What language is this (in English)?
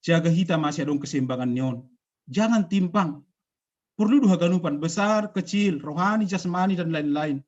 Batak Simalungun